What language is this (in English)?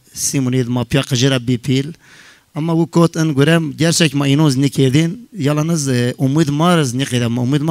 Zaza